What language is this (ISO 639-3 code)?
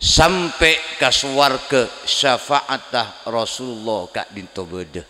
mad